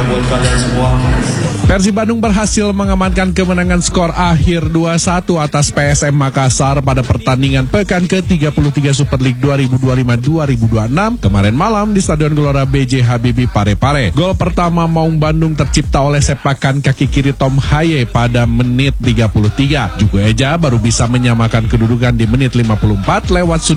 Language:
Indonesian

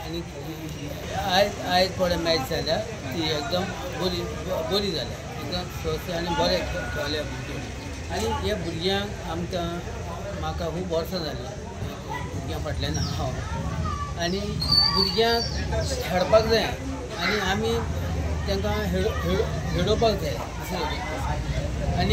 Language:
Konkani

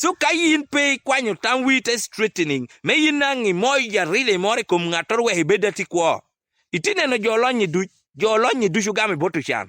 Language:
Acoli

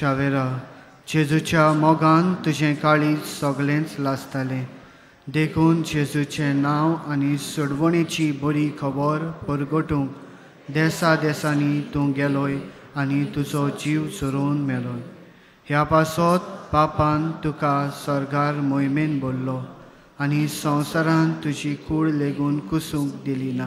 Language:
Konkani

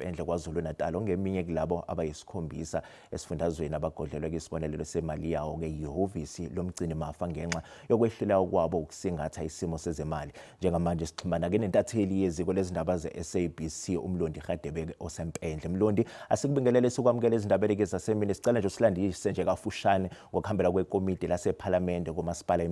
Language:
Zulu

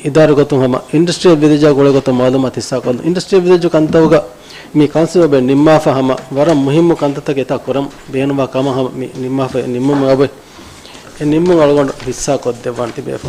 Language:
Divehi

